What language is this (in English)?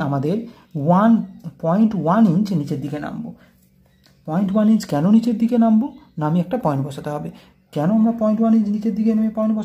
Bangla